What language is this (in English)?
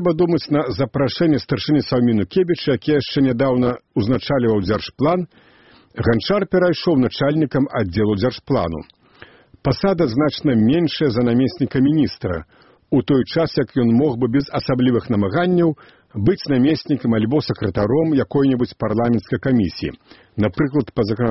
Belarusian